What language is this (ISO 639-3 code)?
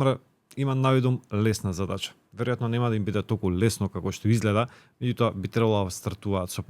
mkd